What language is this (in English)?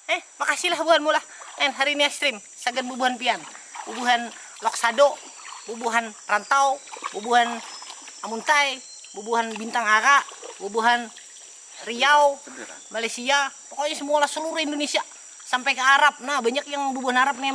Banjar